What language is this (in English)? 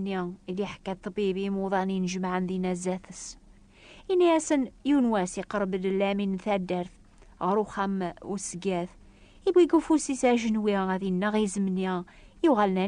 Kabyle